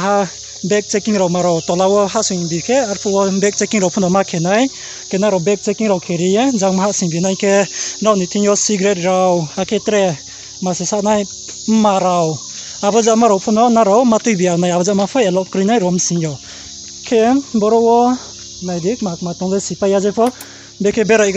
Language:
Riang (India)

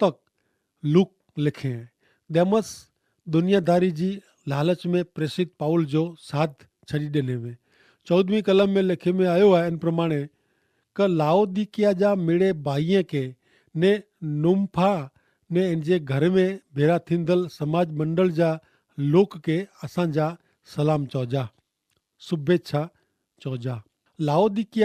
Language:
Kachhi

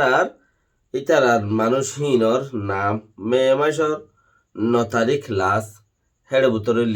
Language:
Rohingya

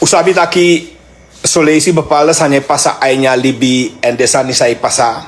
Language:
Sranan Tongo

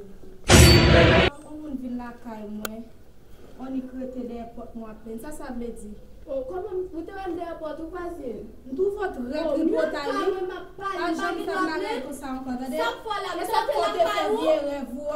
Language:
Haitian Creole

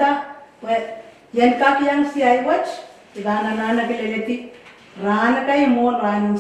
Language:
Pohnpeian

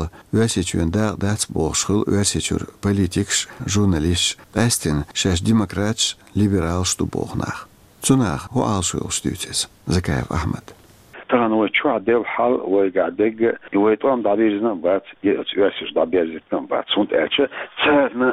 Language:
Chechen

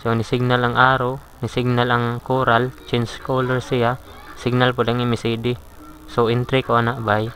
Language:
Cebuano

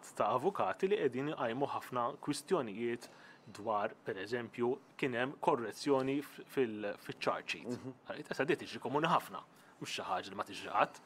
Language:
Maltese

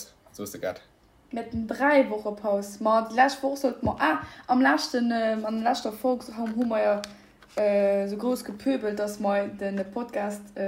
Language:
Luxembourgish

